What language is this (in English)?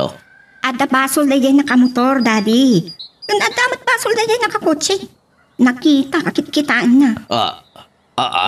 Iloko